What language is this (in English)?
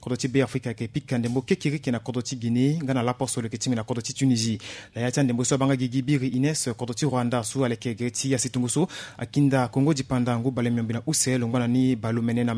Sango